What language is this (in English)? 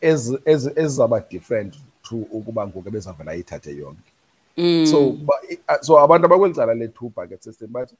Xhosa